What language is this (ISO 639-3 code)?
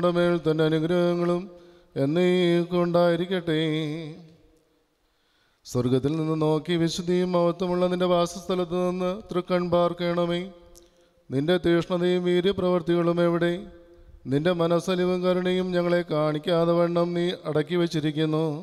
mal